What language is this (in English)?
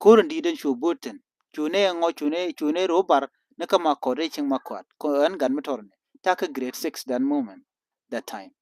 Nuer